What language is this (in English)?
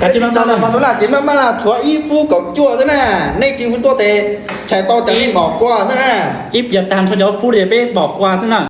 Hmong